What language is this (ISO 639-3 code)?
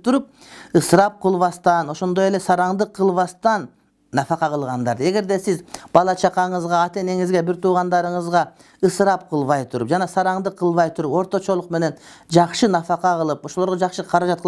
kir